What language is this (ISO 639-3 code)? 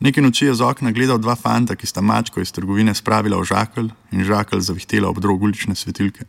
slv